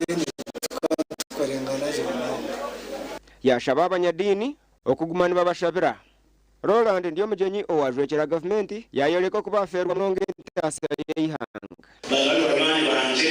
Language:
Nyankole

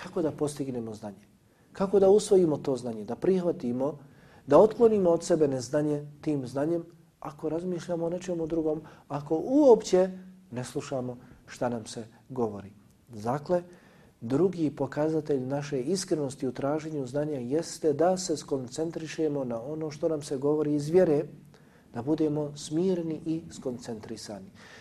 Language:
Bosnian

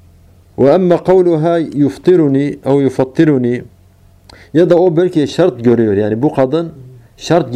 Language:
Turkish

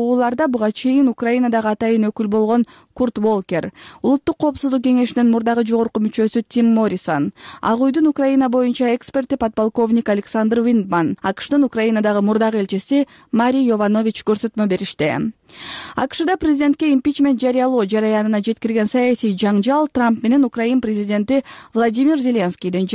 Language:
Kyrgyz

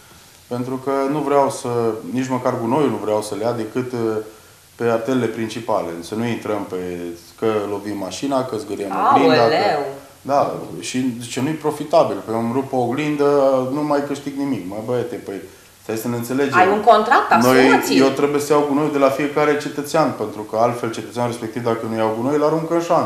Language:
Romanian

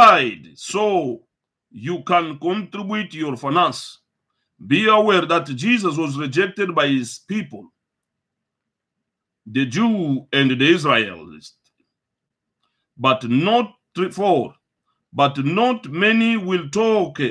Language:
English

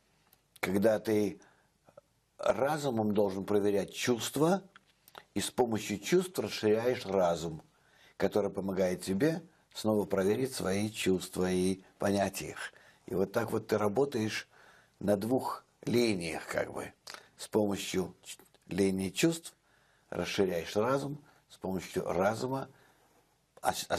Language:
Russian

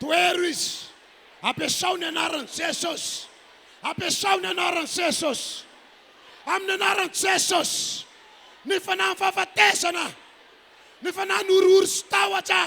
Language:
Malagasy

